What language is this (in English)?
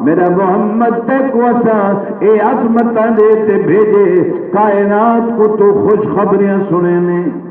Saraiki